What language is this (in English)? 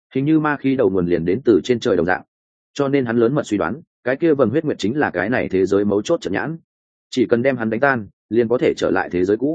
Vietnamese